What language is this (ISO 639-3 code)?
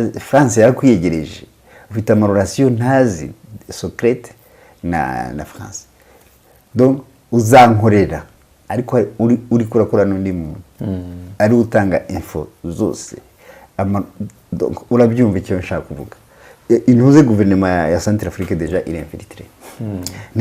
kin